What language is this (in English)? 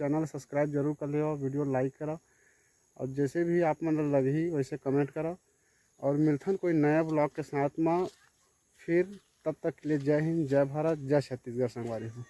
Chhattisgarhi